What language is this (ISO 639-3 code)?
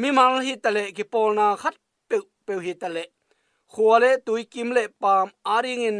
ctd